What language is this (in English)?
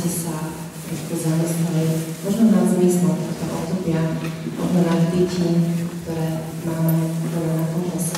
Slovak